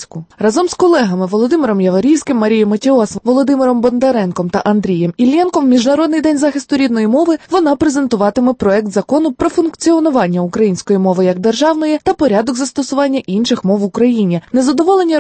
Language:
Ukrainian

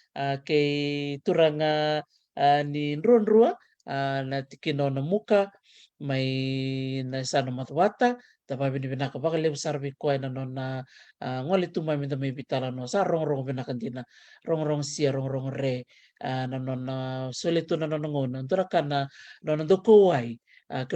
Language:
Fijian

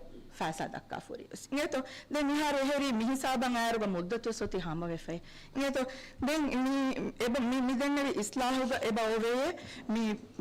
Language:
Divehi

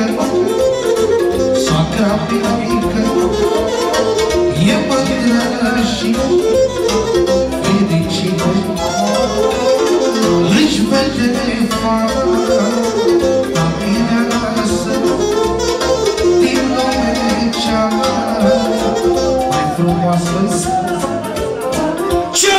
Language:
Romanian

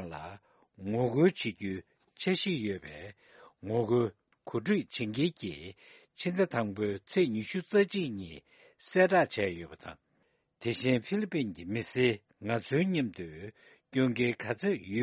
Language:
Tibetan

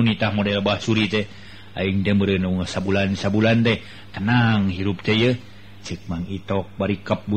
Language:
Sundanese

